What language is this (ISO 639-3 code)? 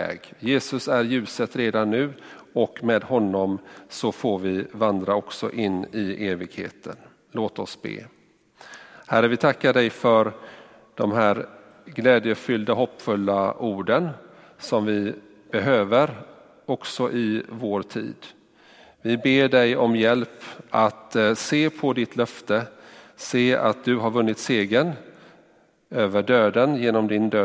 swe